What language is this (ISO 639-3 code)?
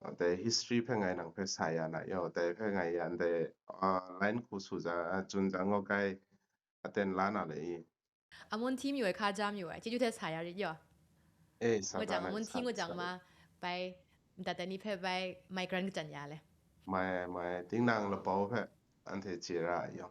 kac